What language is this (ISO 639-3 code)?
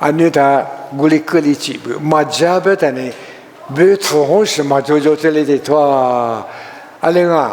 lis